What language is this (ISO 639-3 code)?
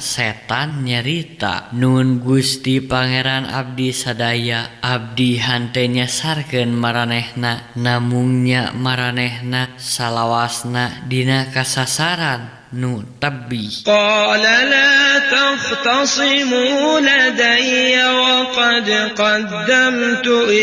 sun